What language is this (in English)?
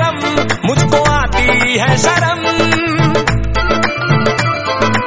Hindi